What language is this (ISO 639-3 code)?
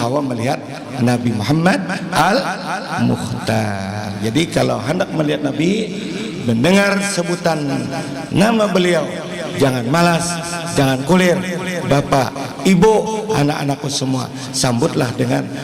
bjn